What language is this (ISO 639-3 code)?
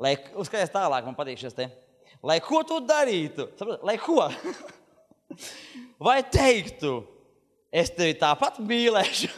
lav